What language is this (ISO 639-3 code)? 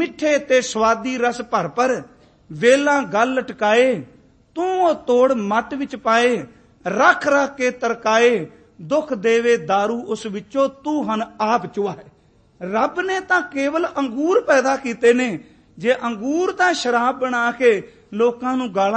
pan